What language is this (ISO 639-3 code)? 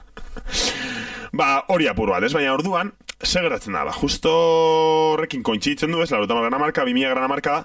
eus